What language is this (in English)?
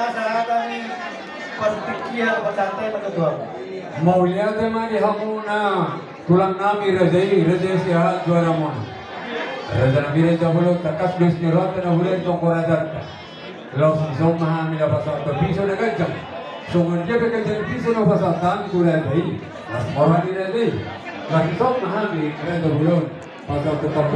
Batak Toba